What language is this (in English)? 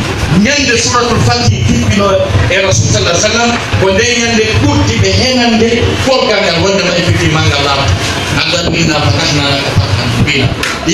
Pular